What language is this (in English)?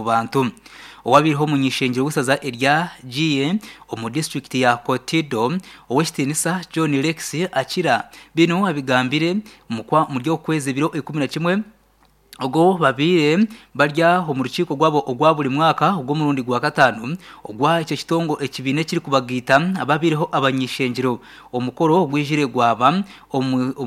Nyankole